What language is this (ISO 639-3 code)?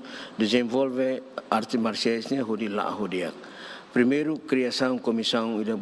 tet